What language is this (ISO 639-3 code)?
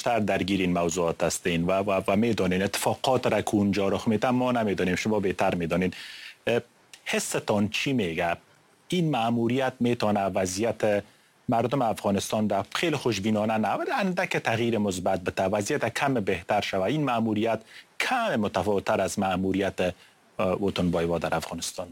fas